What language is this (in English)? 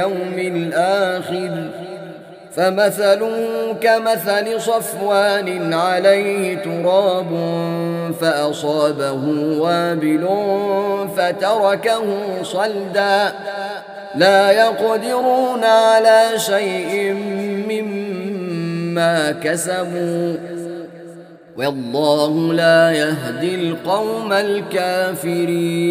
Arabic